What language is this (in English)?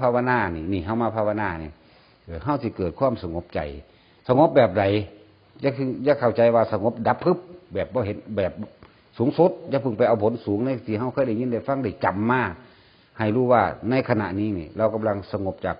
Northeastern Thai